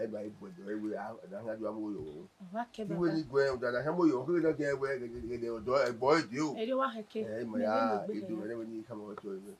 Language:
Bini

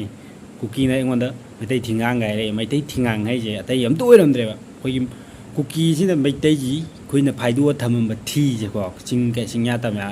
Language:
Manipuri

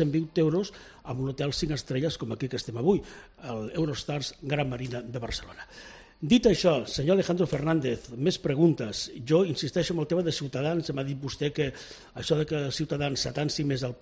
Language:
Catalan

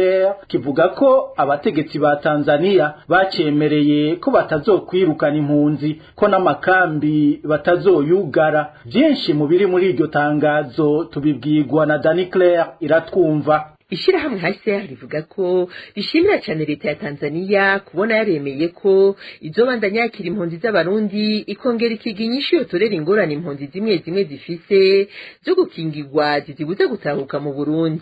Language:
Rundi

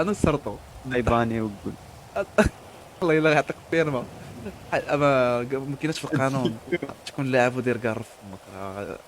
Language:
Moroccan Arabic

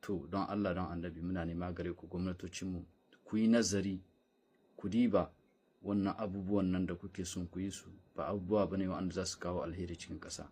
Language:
Hausa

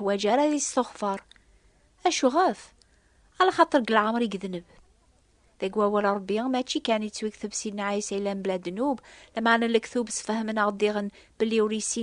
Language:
Kabyle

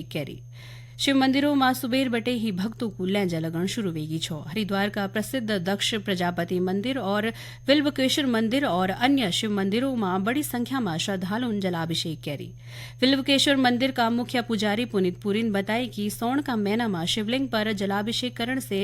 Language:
Garhwali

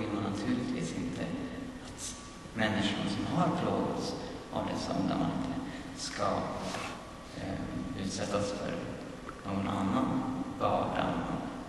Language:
Swedish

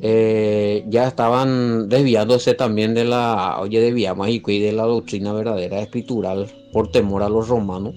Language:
Guarani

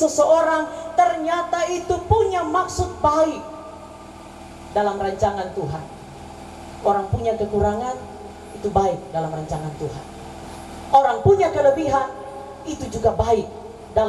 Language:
Indonesian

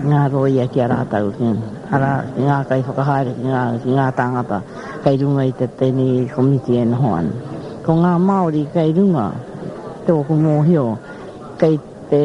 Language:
Māori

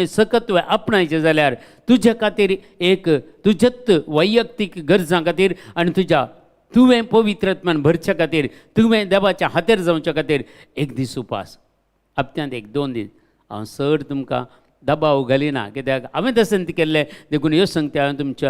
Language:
Konkani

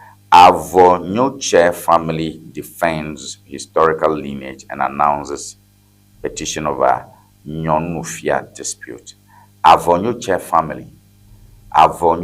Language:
Ewe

